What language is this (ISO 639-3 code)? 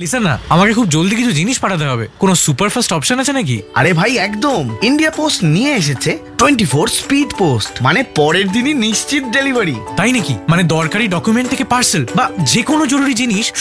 ben